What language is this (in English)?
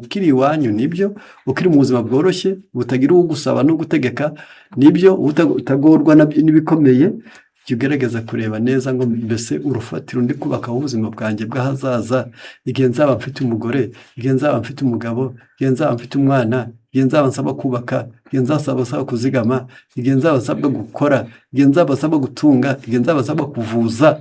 Kinyarwanda